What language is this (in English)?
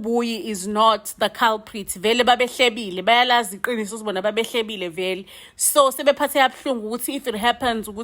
Zulu